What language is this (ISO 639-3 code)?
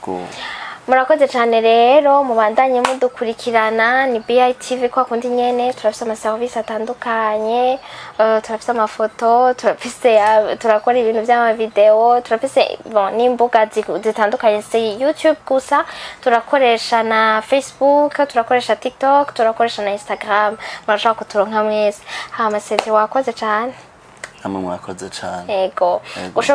run